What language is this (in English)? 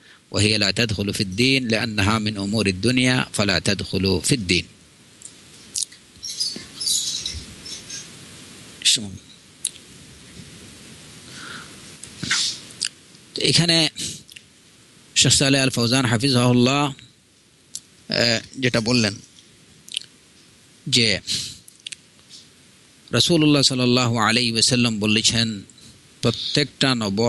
Bangla